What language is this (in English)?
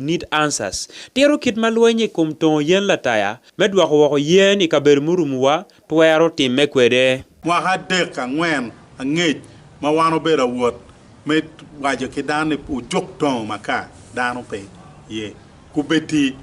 Acoli